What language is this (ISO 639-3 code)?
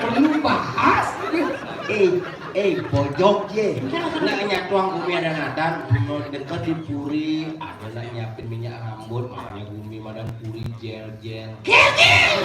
ban